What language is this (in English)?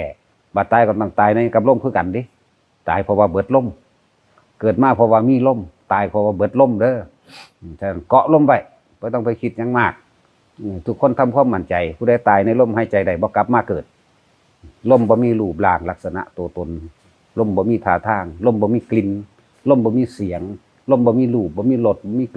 Lao